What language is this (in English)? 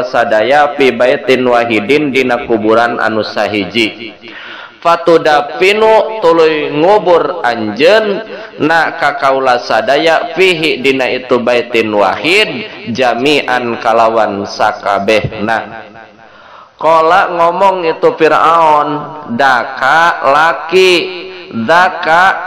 Sundanese